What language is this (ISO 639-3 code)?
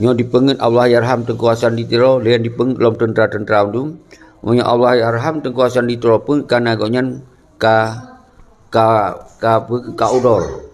ace